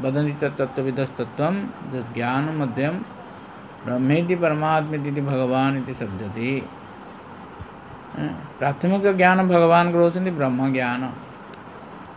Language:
Odia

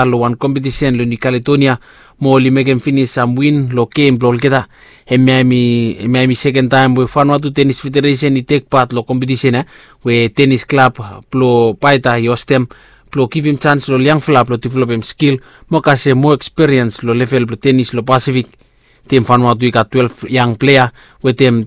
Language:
Bislama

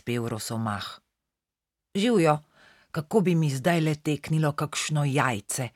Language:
Slovenian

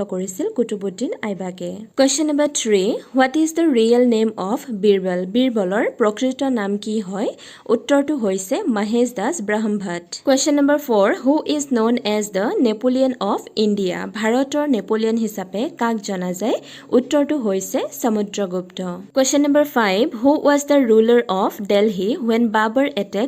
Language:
Assamese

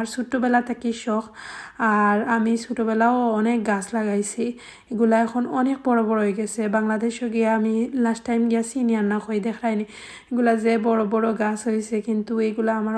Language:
Sylheti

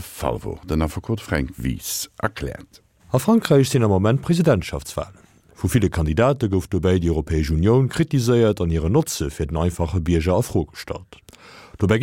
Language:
Luxembourgish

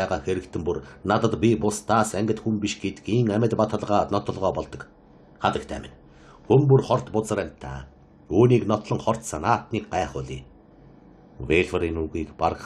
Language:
Mongolian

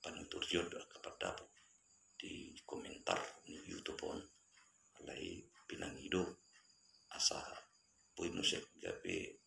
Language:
Batak Toba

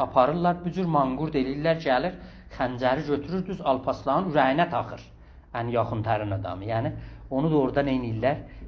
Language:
South Azerbaijani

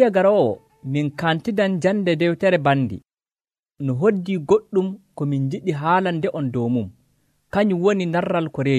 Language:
Nigerian Fulfulde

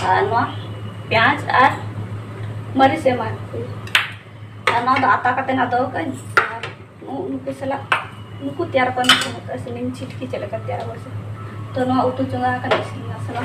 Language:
Santali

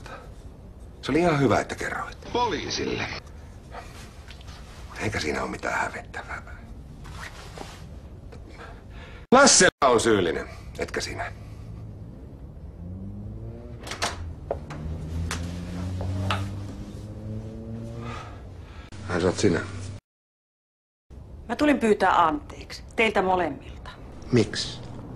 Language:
Finnish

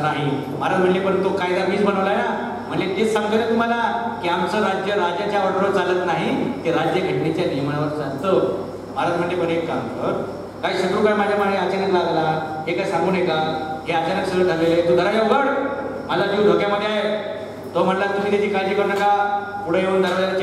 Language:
Marathi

